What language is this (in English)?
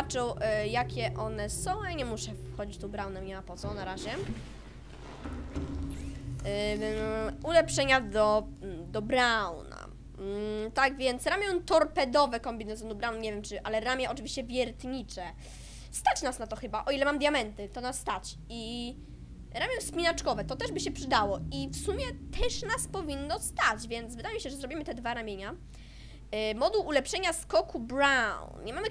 Polish